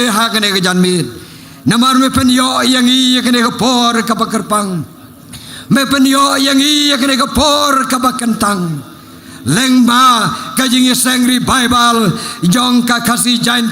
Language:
Khasi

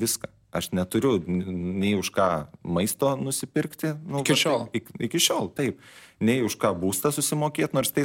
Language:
Lithuanian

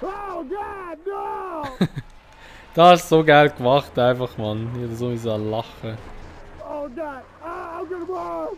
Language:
Swiss German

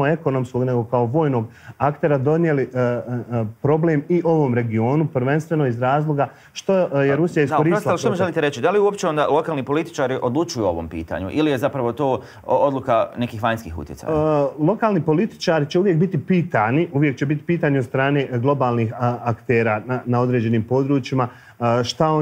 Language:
Bosnian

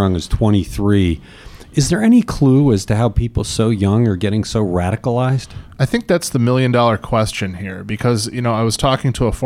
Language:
English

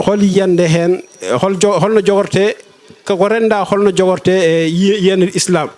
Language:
Fula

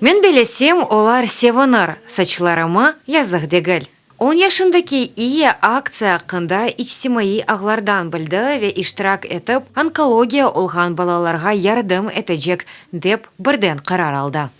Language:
Crimean Tatar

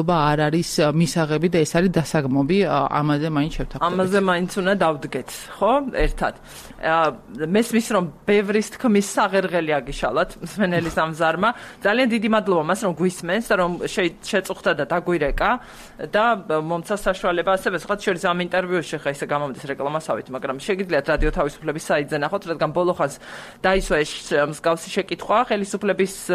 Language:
Georgian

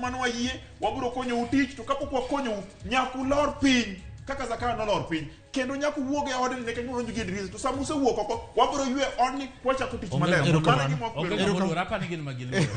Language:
Luo (Kenya and Tanzania)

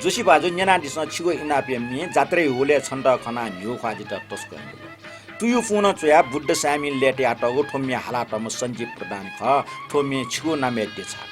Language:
Newari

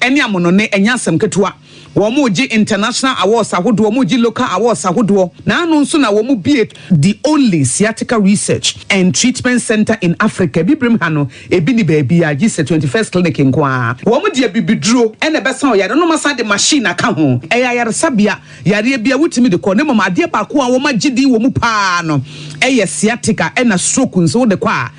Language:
Akan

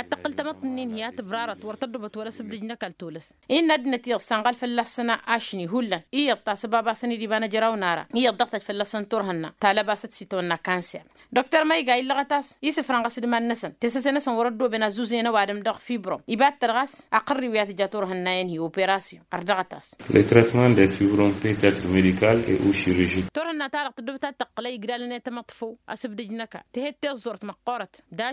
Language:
Tamasheq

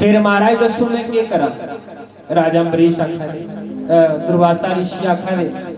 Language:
Dogri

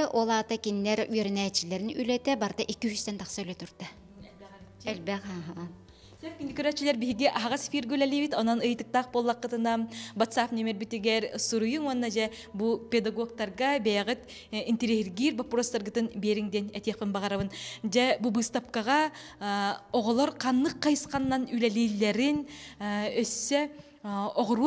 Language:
Yakut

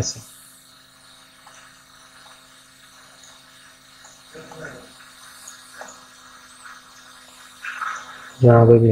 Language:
Hindi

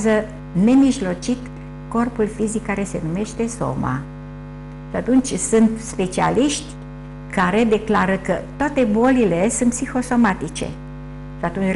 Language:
Romanian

